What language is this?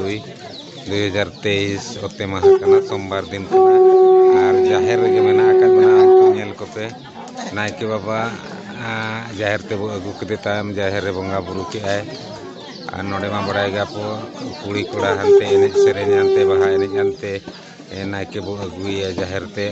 Santali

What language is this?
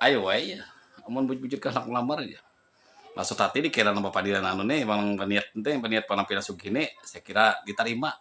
Banjar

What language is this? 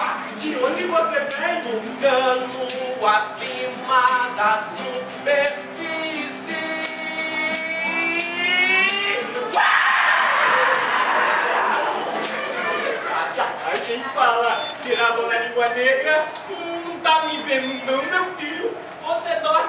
Portuguese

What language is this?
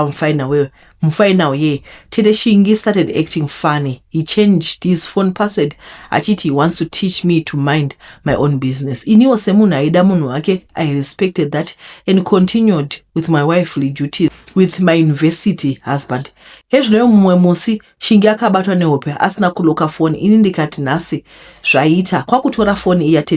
Shona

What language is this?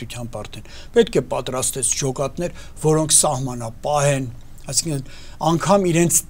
Armenian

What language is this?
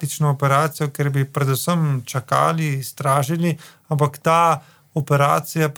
Slovenian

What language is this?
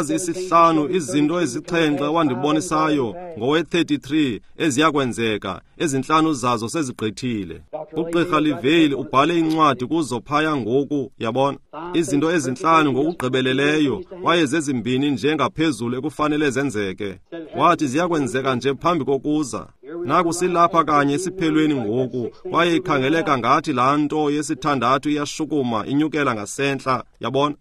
Xhosa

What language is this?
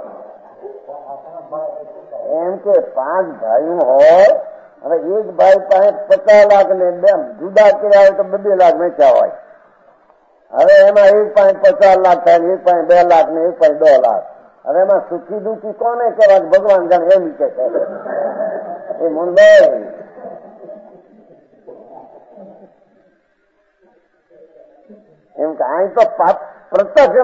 Gujarati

